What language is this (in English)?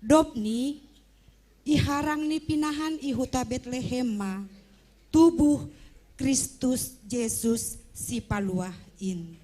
Batak Simalungun